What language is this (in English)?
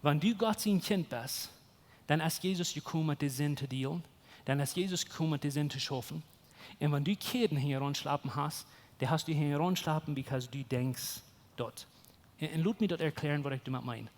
Plautdietsch